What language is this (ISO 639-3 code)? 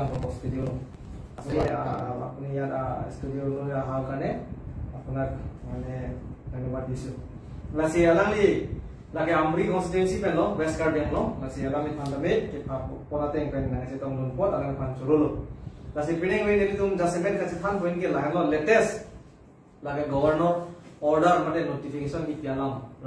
mjw